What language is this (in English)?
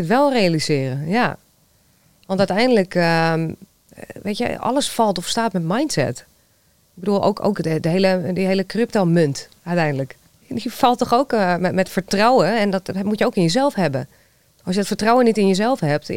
Dutch